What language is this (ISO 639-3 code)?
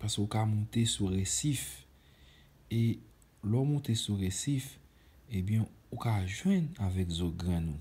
hat